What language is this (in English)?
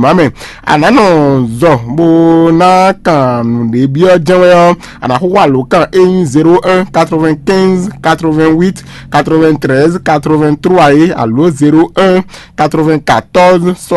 Fon